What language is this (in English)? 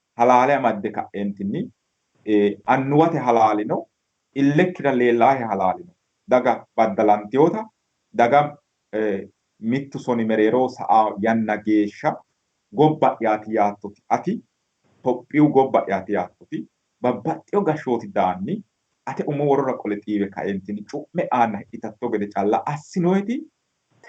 Sidamo